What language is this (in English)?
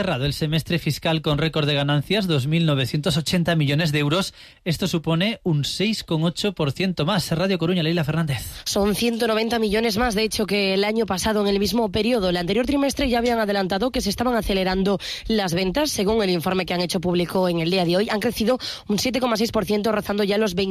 Spanish